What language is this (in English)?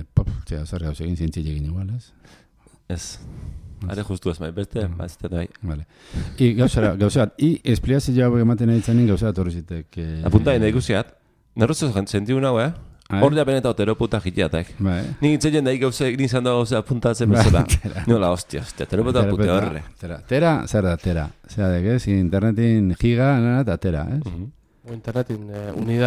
Basque